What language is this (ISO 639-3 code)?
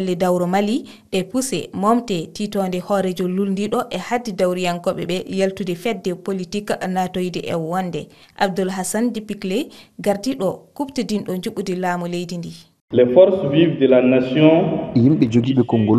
ful